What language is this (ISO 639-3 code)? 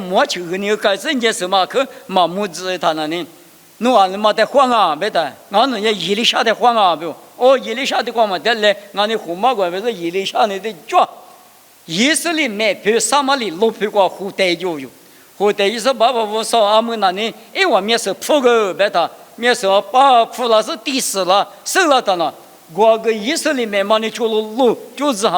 lis